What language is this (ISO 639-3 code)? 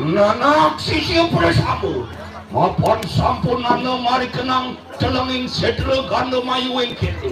ban